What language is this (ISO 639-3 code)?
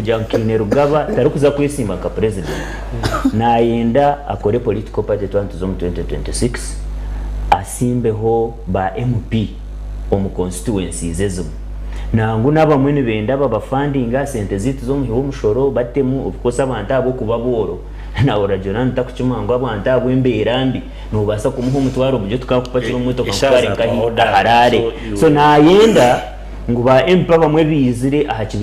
nyn